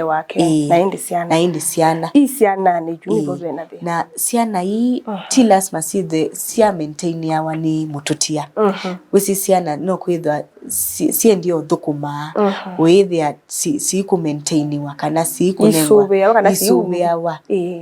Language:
Kamba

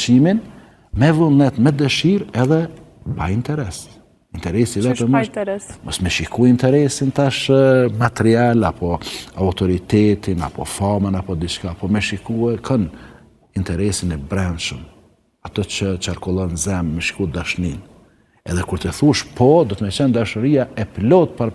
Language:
Albanian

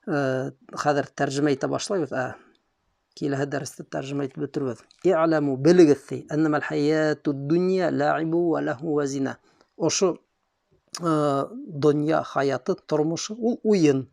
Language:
Bashkir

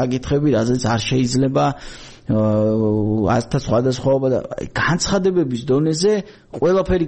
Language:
Georgian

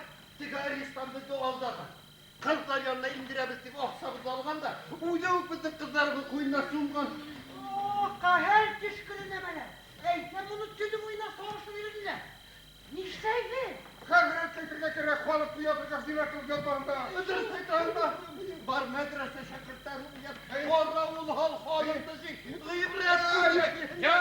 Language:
Bashkir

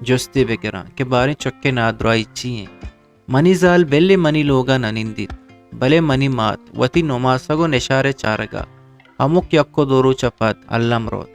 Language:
Eastern Balochi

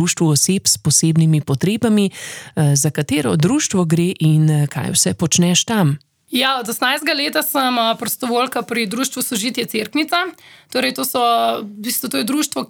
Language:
Slovenian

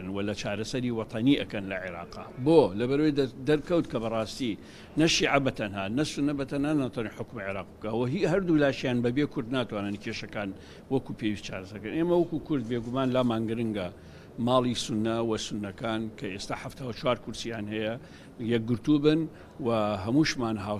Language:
Central Kurdish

